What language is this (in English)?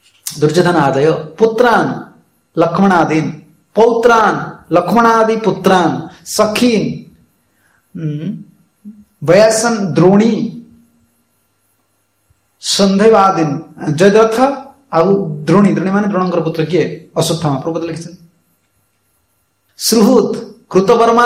Odia